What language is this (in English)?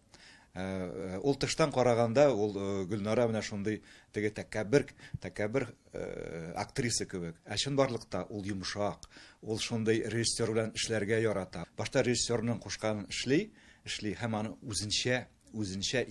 Tatar